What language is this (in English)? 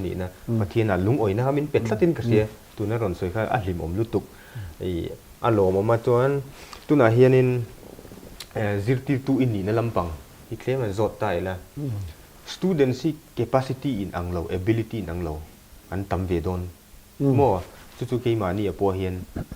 Mizo